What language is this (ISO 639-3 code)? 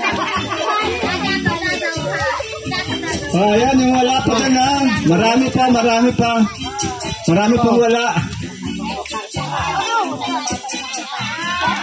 fil